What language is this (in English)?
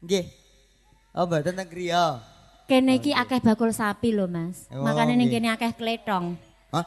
Javanese